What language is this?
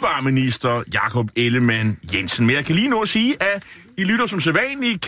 Danish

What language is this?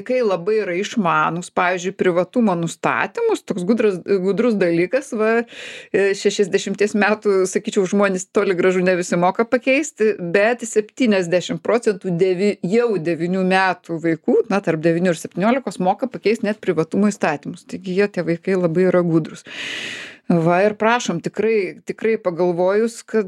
Lithuanian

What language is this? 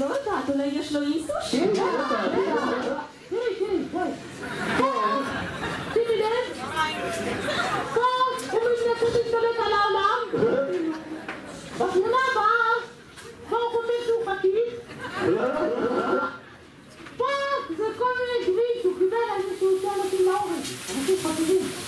Hebrew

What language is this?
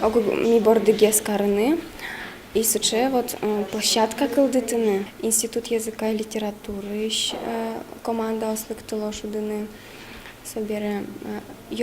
Udmurt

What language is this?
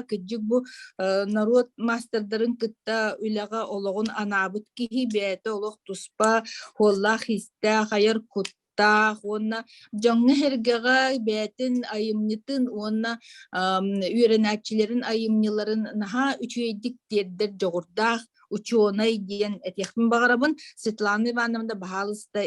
Yakut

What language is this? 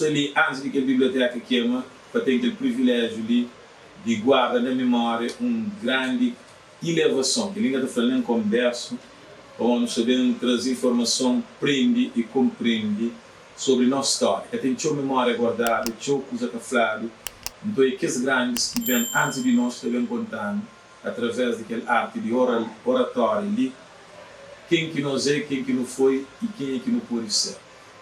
Kabuverdianu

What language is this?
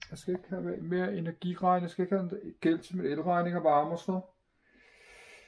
Danish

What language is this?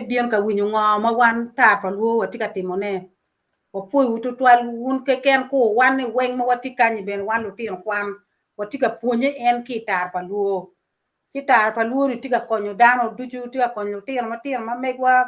Acoli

